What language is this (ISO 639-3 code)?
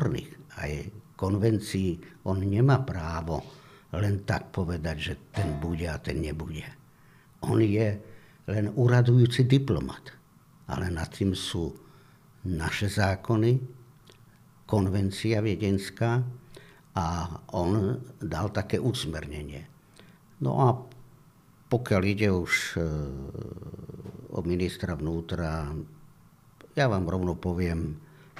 slk